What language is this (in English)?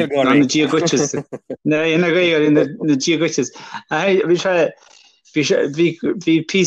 Irish